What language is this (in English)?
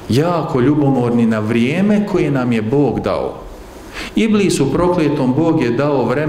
Bosnian